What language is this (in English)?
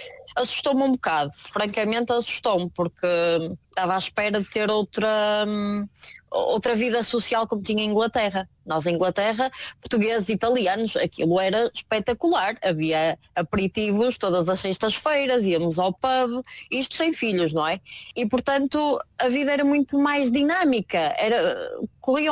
Portuguese